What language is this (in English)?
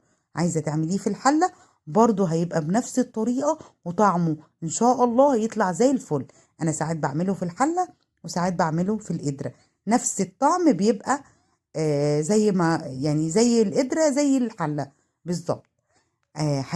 Egyptian Arabic